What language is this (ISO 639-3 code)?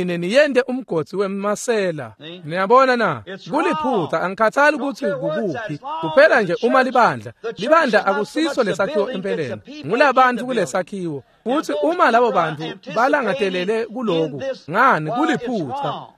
ssw